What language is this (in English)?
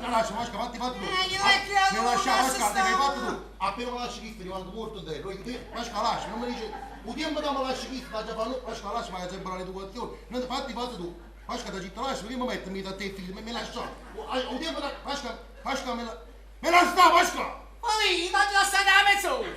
Neapolitan